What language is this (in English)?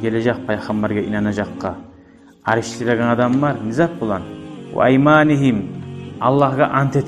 Kumyk